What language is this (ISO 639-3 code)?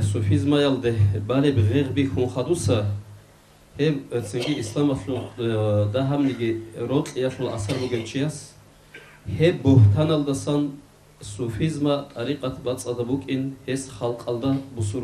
ava